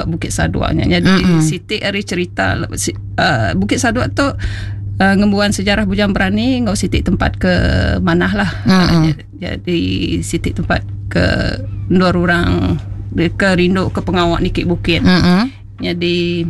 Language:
Iban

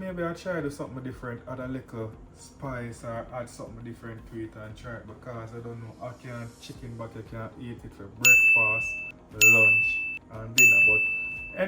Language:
Jamaican Creole English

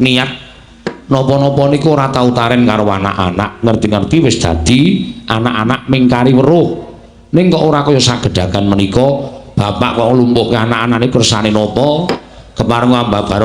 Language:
Javanese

